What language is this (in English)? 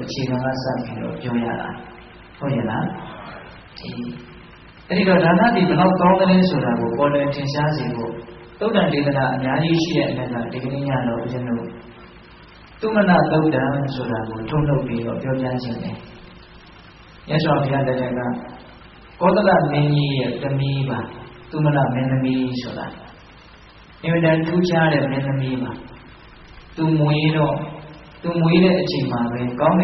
Burmese